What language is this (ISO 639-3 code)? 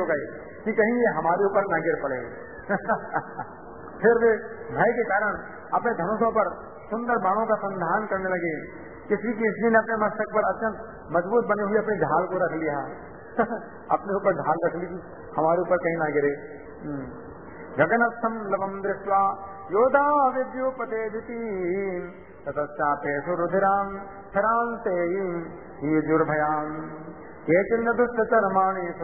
hin